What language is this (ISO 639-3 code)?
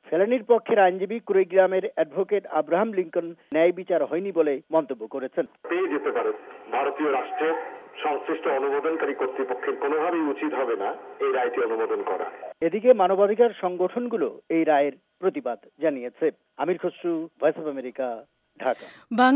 ben